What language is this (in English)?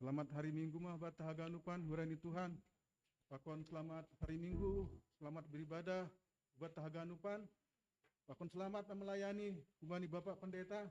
Batak Simalungun